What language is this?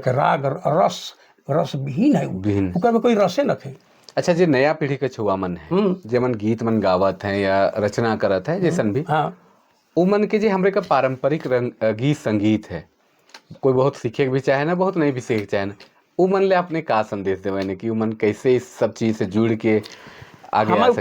Sadri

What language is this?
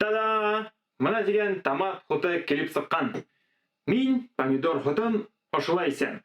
Bashkir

